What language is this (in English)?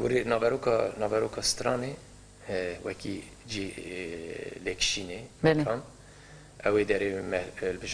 Kurdish